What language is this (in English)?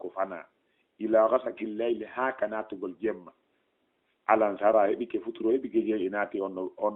Fula